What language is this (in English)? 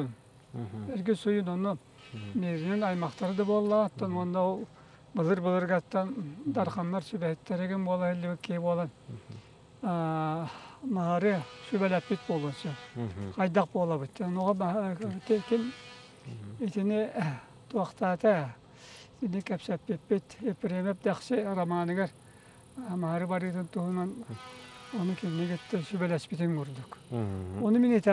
Yakut